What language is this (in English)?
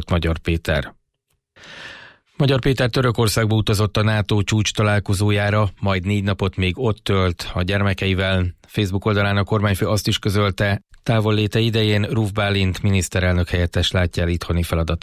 Hungarian